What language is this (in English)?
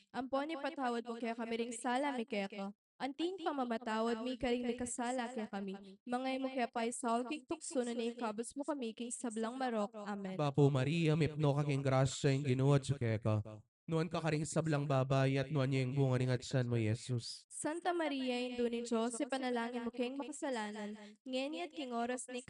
Pampanga